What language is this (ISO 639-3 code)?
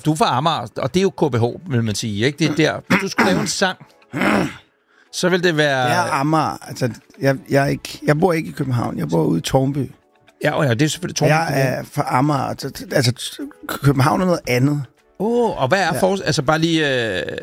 dan